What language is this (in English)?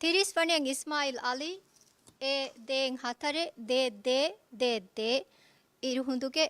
Divehi